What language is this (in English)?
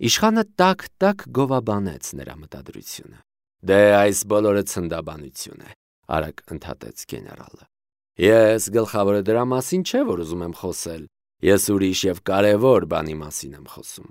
Armenian